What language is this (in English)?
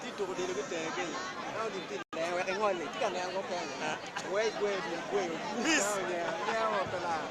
Acoli